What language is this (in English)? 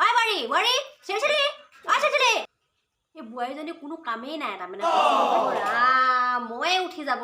Assamese